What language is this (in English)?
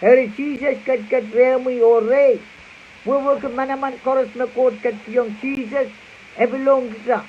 Pohnpeian